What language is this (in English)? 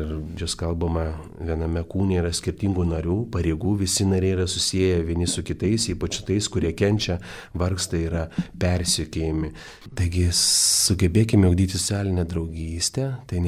Lithuanian